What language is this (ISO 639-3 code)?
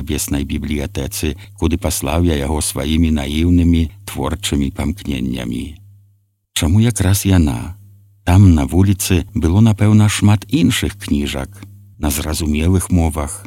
bel